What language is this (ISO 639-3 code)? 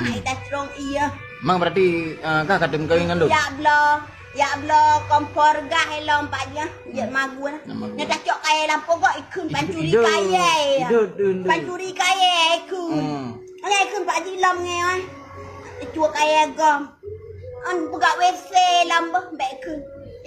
ace